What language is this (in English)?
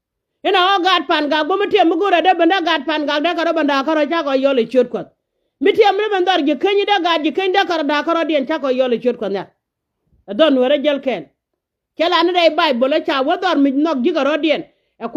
Nuer